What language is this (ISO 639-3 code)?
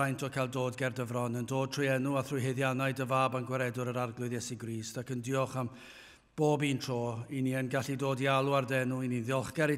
cym